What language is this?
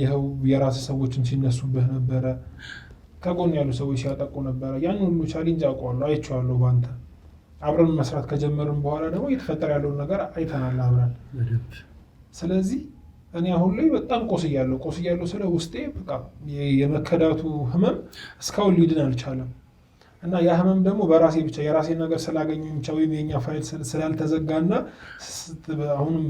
Amharic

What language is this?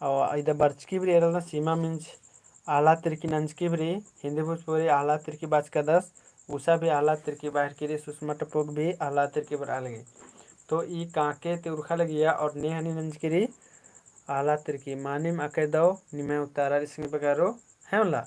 Kurukh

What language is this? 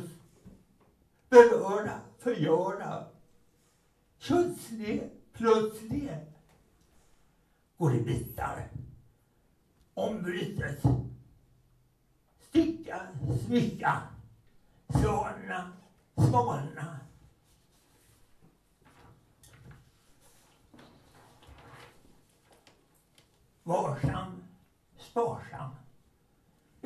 Swedish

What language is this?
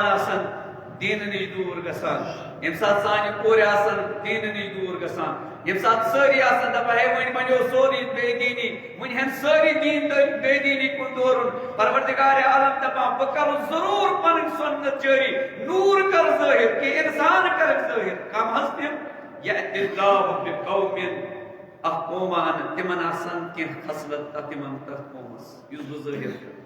Kashmiri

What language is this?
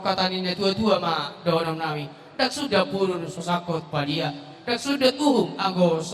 Batak Toba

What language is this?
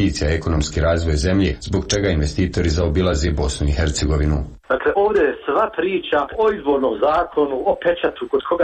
Bosnian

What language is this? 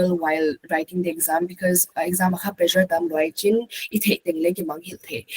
Paite Chin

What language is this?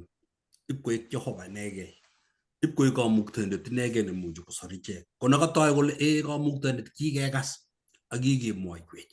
Kalenjin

